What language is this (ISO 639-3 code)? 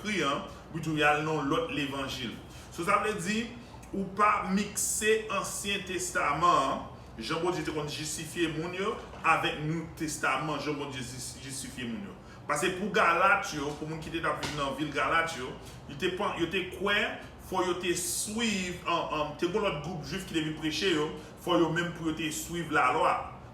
hat